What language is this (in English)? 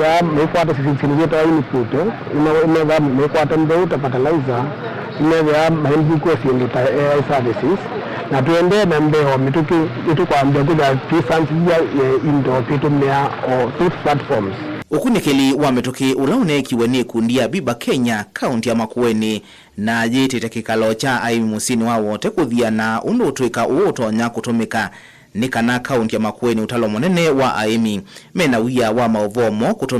Kamba